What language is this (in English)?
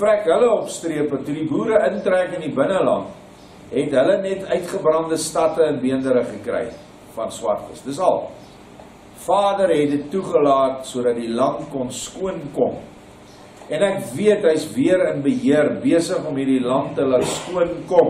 Afrikaans